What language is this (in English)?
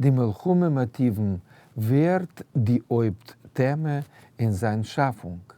Yiddish